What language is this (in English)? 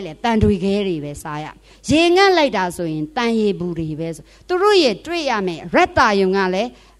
Burmese